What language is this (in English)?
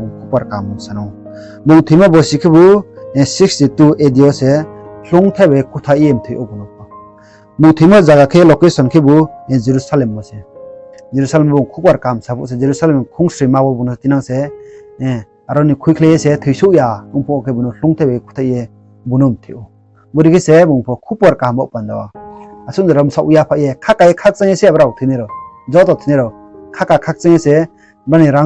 Riang (India)